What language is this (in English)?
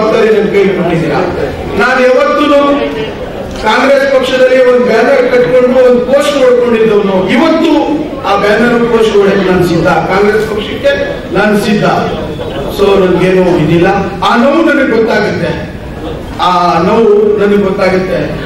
Kannada